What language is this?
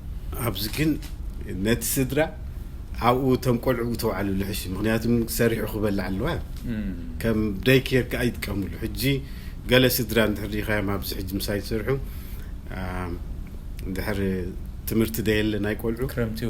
Tigrinya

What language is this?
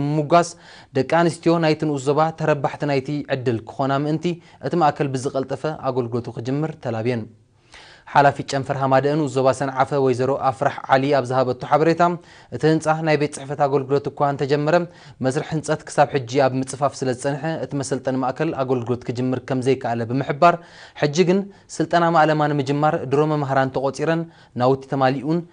Tigrinya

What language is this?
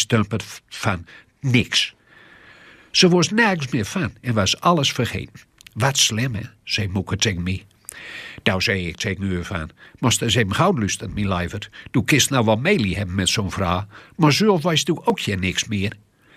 Gronings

